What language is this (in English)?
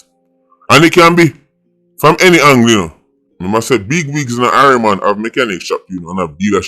Jamaican Creole English